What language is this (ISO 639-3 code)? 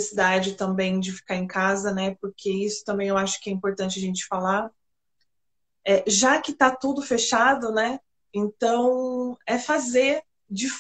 por